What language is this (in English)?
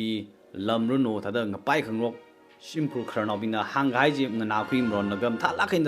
Tangkhul Naga (India)